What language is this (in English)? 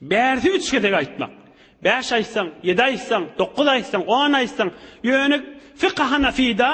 Turkmen